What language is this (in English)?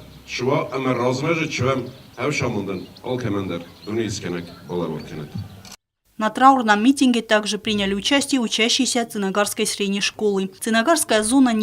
Ossetic